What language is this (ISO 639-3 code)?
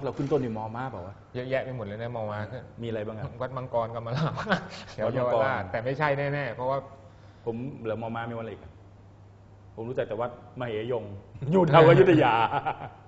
tha